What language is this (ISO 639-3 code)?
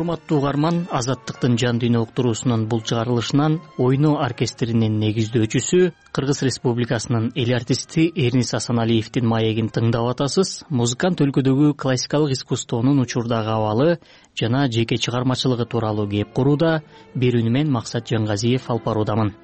kir